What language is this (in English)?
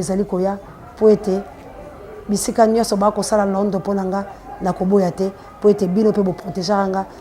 Lingala